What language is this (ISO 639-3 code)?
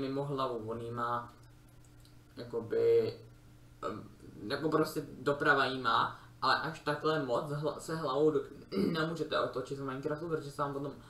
ces